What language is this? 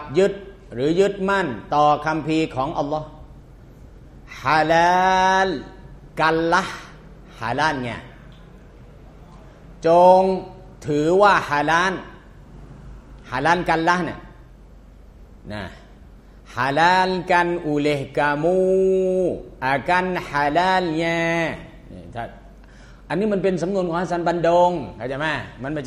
Thai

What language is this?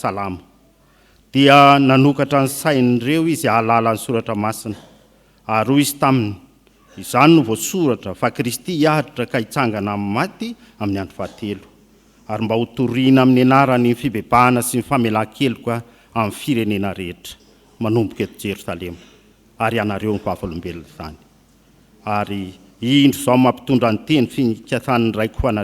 Malagasy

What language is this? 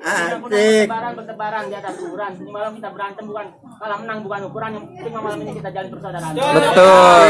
Betawi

